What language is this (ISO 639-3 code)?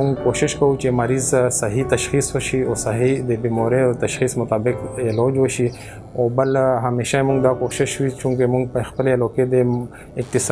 pus